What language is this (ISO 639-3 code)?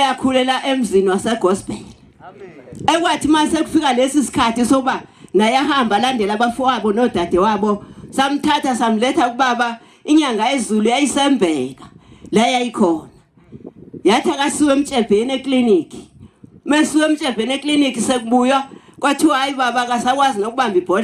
zul